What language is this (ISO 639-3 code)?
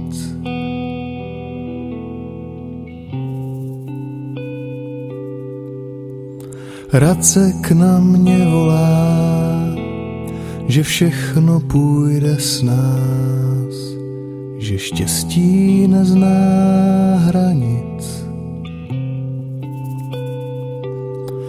ces